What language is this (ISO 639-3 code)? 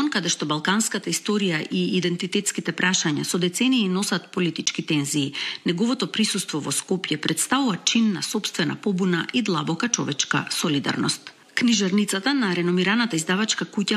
mkd